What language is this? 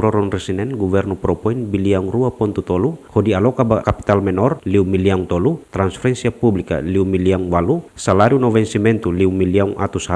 Tetum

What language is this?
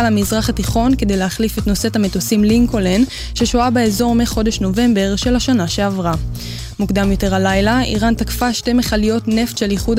Hebrew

